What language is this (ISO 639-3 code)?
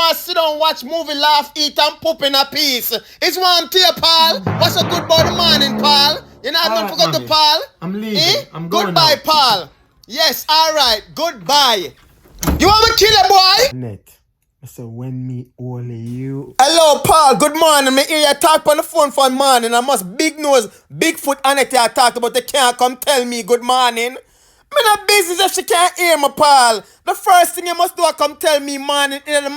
jam